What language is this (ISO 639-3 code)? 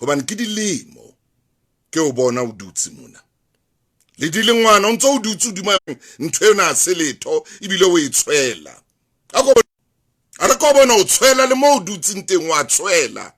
sot